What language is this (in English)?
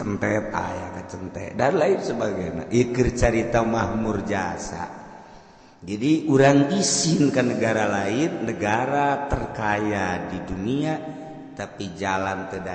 Sundanese